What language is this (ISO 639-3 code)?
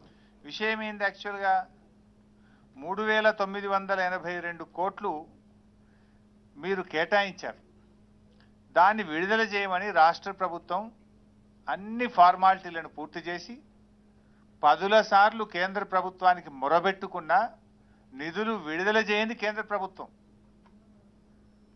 tel